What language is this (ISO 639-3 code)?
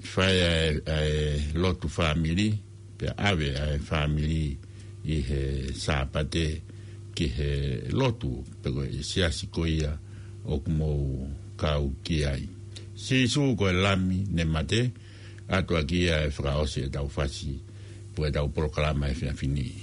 ton